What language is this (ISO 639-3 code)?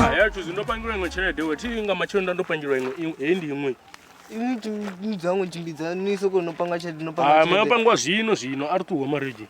ven